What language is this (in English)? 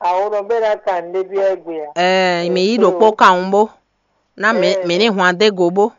Fon